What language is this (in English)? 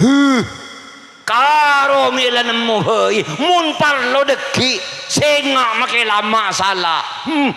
Madurese